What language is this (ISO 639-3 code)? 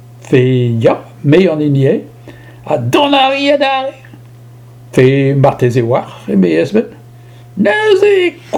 bre